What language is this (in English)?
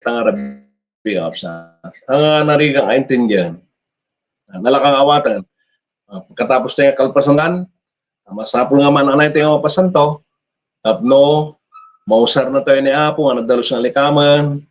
Iloko